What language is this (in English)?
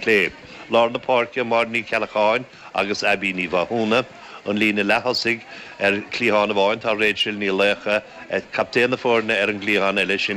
Irish